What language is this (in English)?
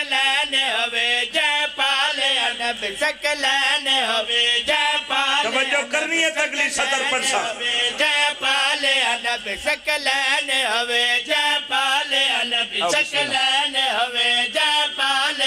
Pahari-Potwari